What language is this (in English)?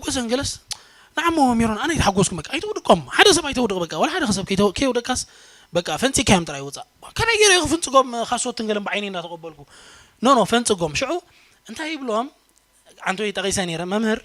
Tigrinya